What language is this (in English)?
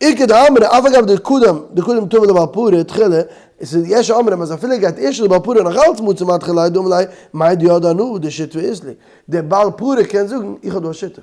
Yiddish